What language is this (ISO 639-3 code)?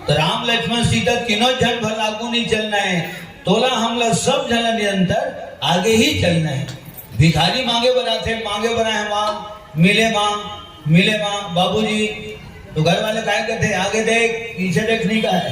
hne